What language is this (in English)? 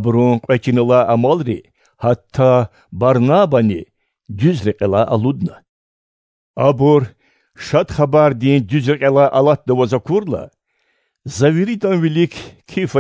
Lezghian